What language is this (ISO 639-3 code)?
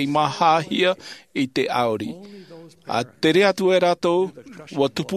tah